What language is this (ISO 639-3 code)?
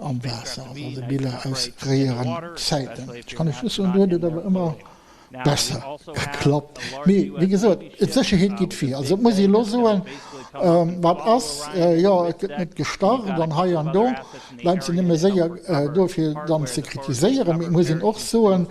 ltz